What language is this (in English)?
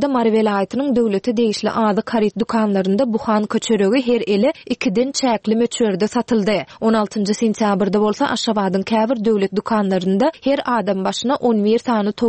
Turkmen